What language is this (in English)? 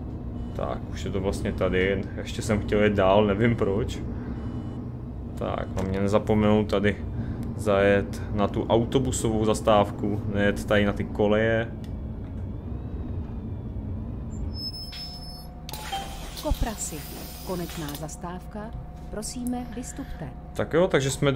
Czech